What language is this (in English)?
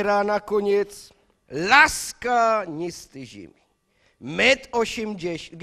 Silesian